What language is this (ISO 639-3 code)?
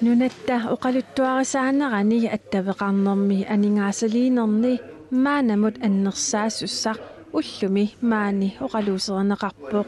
kal